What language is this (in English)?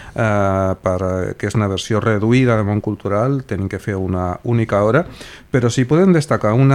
Catalan